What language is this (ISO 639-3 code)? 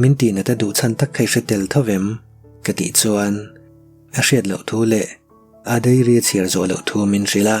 lus